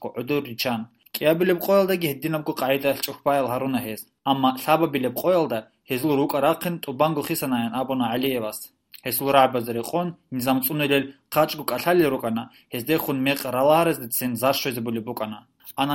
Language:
Avaric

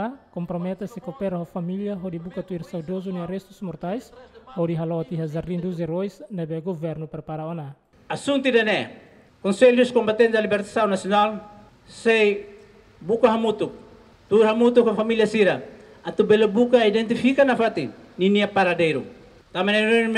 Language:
Tetum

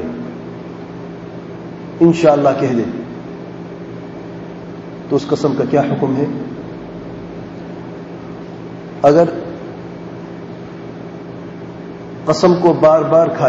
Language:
Urdu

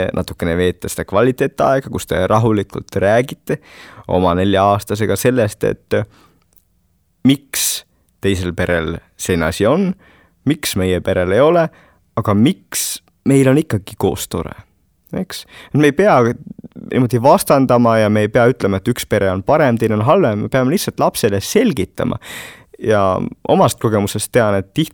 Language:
Estonian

